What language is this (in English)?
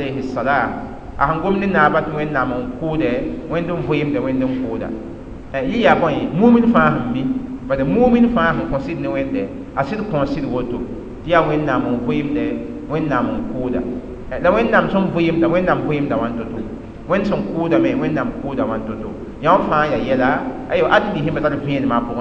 Mossi